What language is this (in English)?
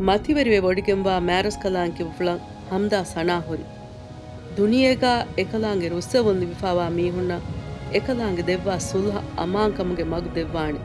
Divehi